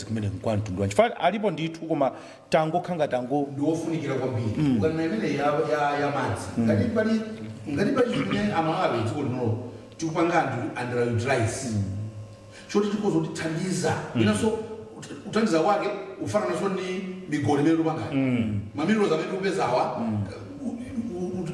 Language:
Nyanja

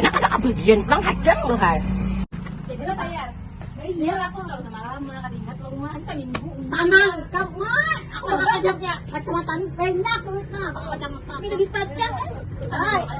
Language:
Banjar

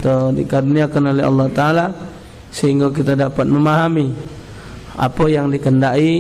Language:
Musi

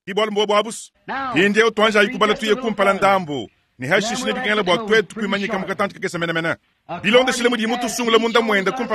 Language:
Luba-Lulua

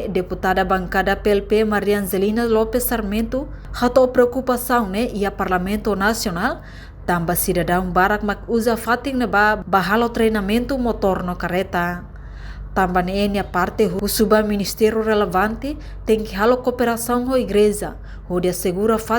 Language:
Tetum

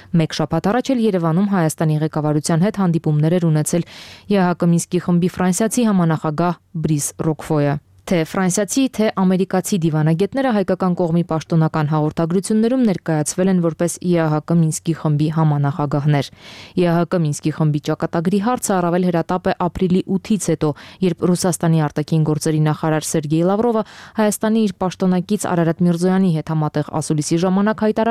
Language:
Armenian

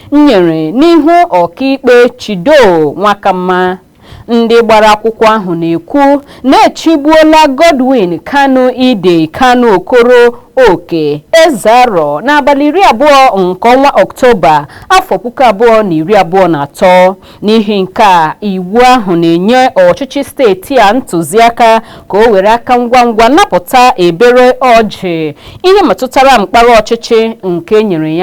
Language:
Igbo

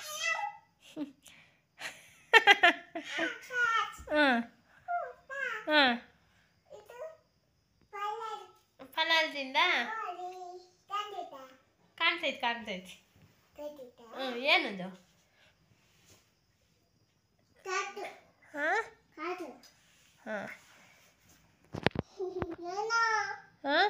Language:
Kannada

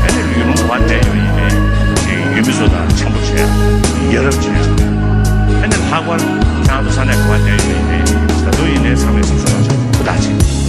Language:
Tibetan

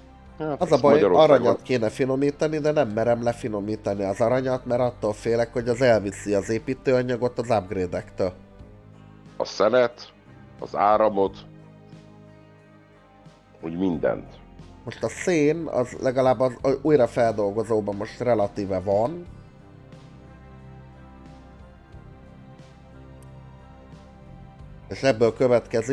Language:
Hungarian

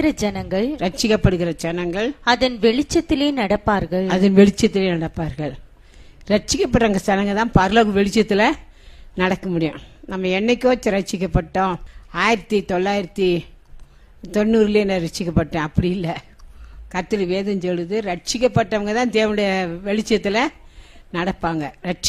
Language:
Tamil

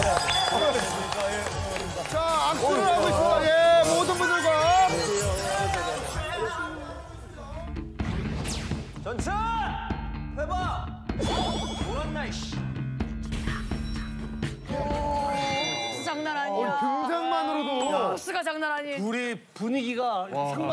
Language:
Korean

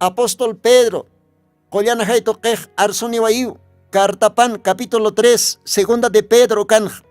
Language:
Aymara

